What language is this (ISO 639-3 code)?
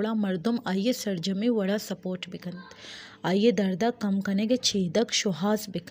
bal